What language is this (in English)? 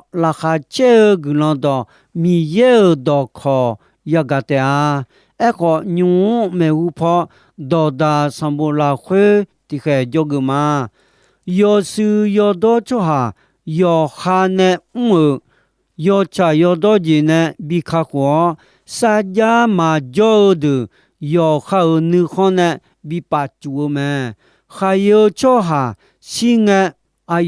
Akha